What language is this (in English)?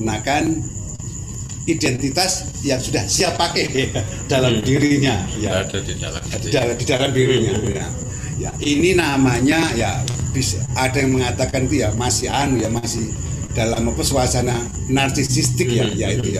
Indonesian